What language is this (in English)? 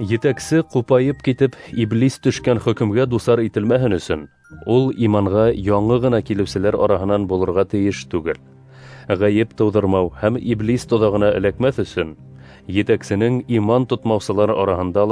Bashkir